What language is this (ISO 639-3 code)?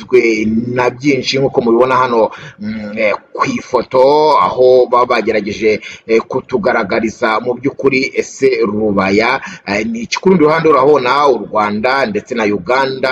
kin